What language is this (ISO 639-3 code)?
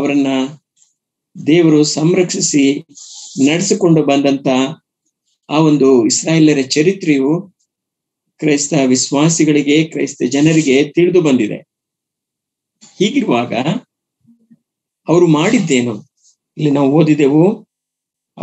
kan